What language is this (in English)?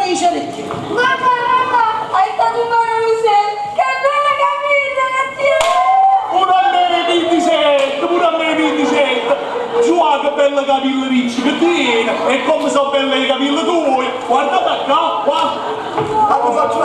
Neapolitan